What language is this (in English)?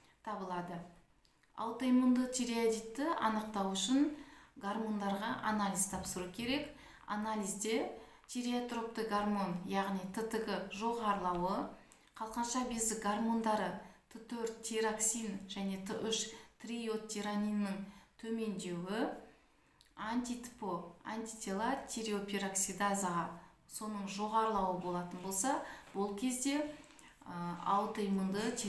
Kazakh